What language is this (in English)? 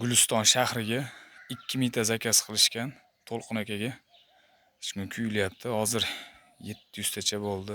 Uzbek